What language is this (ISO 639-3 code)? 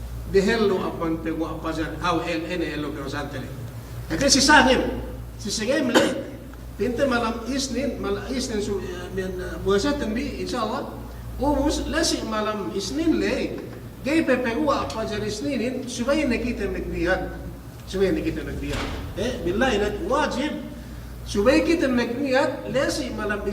yka